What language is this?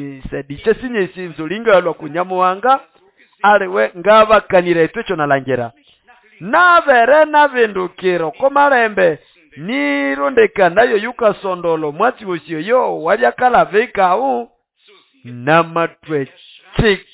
Nande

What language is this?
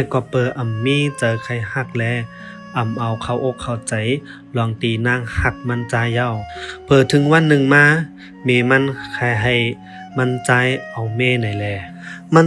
Shan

